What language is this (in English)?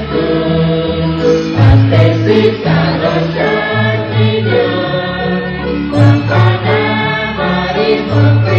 Kekchí